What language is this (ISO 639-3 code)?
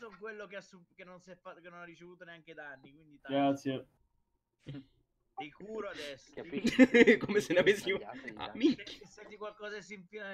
ita